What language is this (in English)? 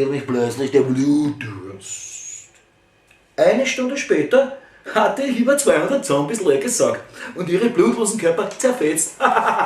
Bavarian